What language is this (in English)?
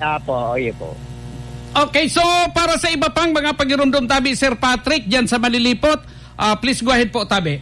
Bikol